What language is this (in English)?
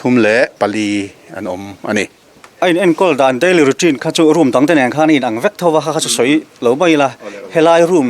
Mizo